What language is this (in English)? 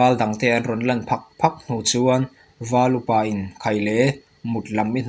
Mizo